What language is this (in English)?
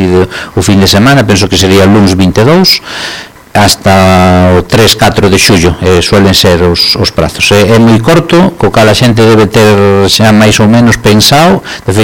Galician